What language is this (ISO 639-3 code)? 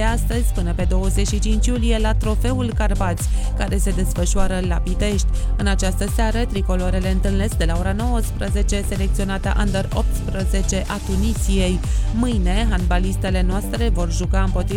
ron